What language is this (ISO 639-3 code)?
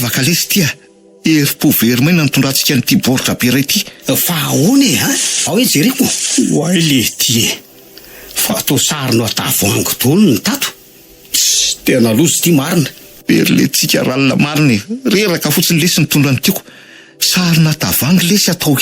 mlg